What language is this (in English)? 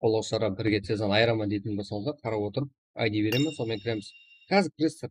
Kara-Kalpak